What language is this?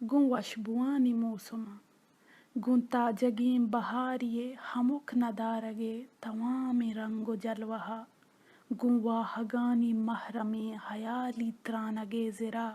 Baluchi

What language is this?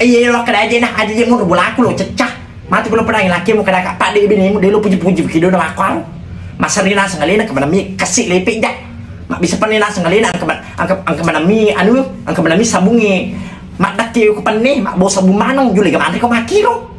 Buginese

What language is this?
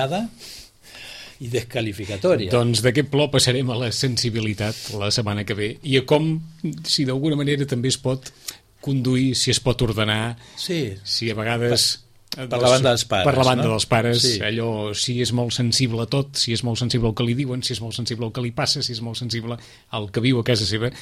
Catalan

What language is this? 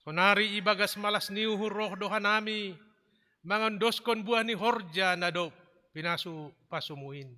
Batak Simalungun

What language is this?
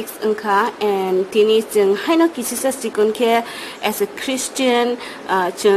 Kok Borok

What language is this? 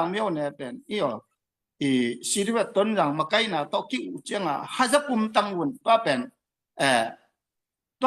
Tedim Chin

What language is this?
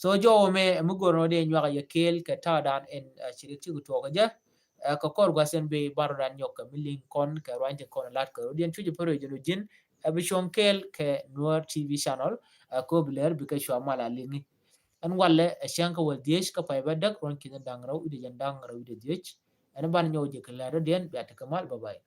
Nuer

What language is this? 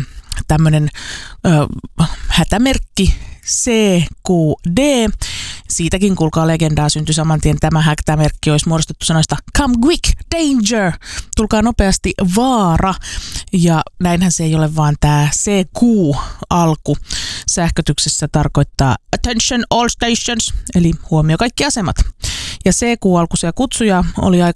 Finnish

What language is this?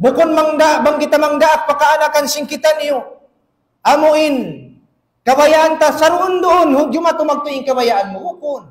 Tausug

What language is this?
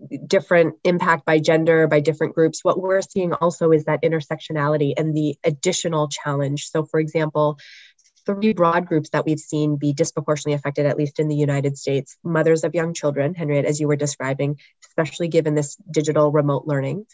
English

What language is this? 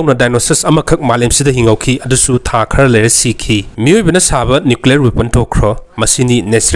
Manipuri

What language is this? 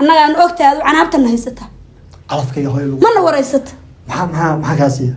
Somali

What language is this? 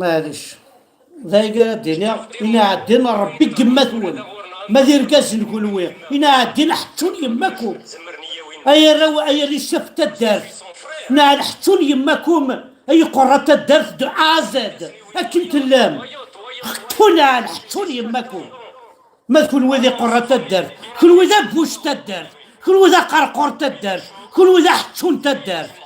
Kabyle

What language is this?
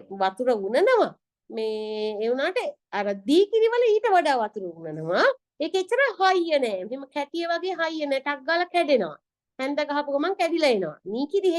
Sinhala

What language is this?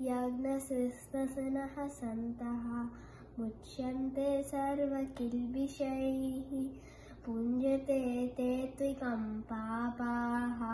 Sanskrit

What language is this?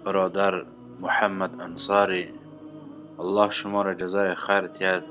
Tajik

